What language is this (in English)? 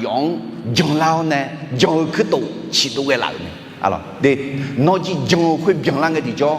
Akha